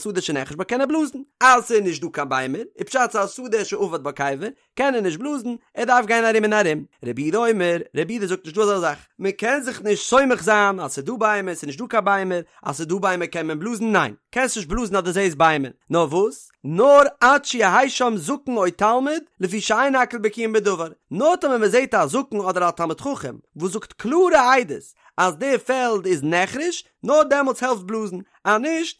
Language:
Yiddish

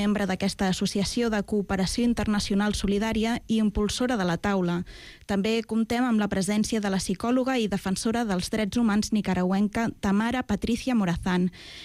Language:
Catalan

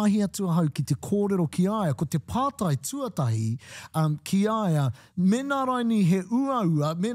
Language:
Māori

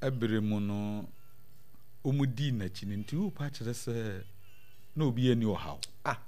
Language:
Akan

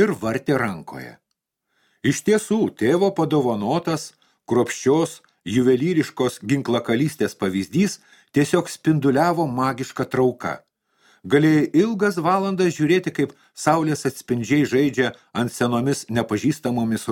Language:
Lithuanian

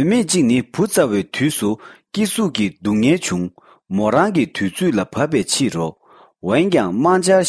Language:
Tibetan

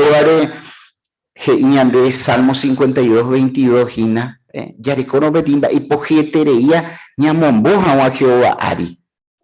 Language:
Guarani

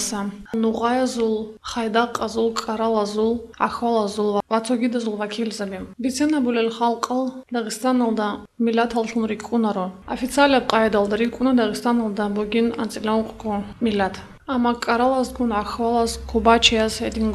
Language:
Avaric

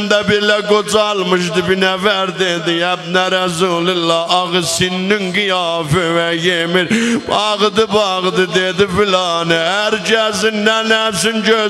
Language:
South Azerbaijani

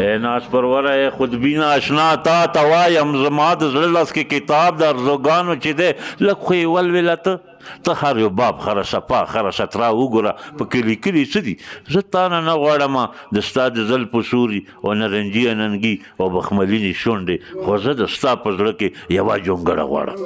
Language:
Pashto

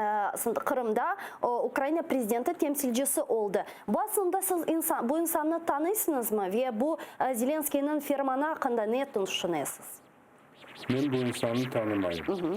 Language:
Crimean Tatar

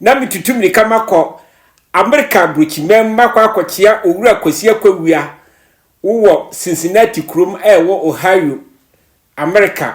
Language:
Akan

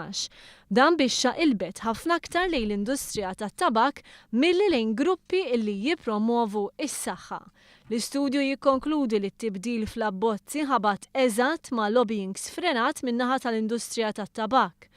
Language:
Maltese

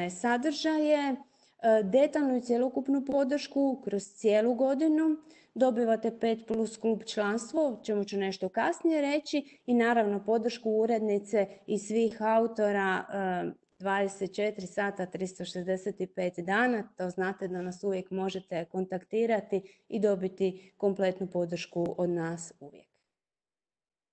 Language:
Croatian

